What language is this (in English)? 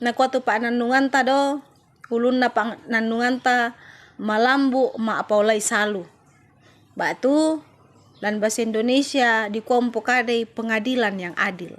Toraja-Sa'dan